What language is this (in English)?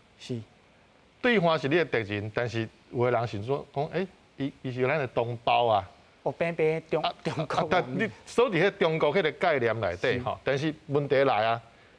Min Nan Chinese